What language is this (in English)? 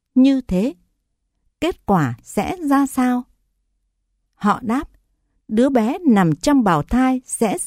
Vietnamese